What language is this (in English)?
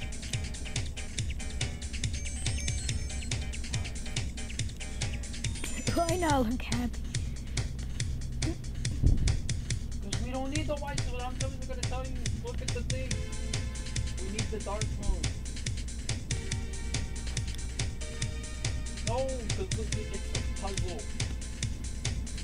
English